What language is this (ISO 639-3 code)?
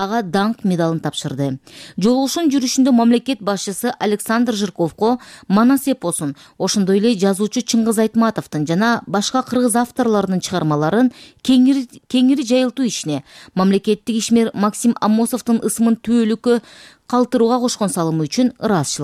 kir